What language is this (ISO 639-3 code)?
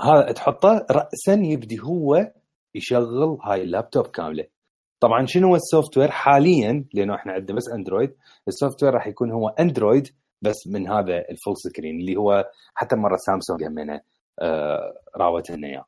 acm